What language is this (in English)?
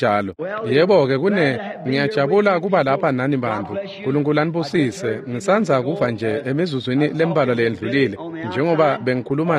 Swati